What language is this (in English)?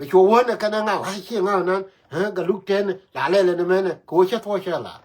Nuer